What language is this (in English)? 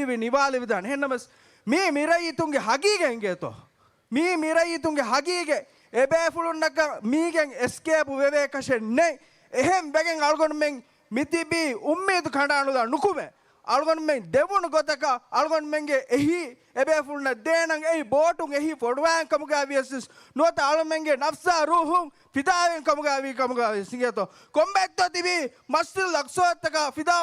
Divehi